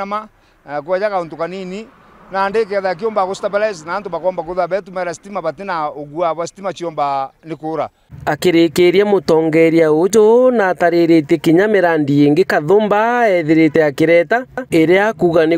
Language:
Meru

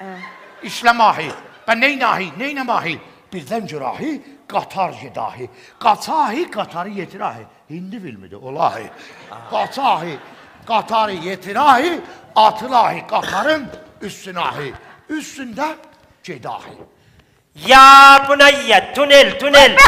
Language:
South Azerbaijani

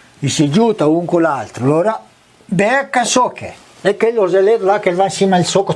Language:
Venetian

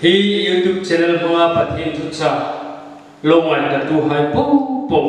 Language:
Hmar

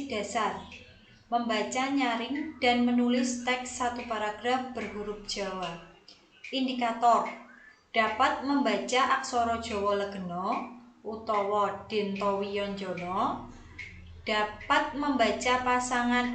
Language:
Javanese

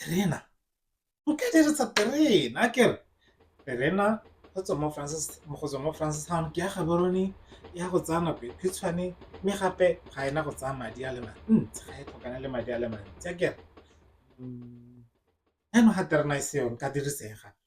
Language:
Tswana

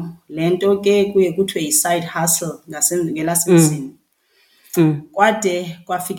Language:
Xhosa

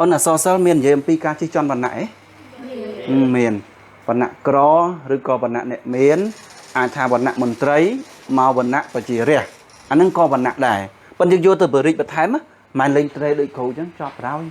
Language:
Khmer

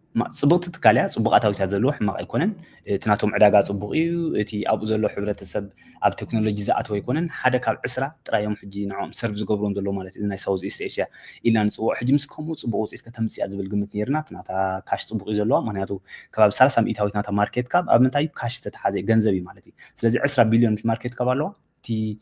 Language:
Tigrinya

